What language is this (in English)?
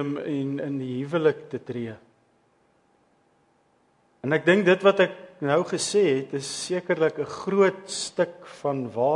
Afrikaans